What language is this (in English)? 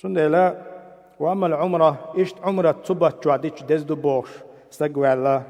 Chechen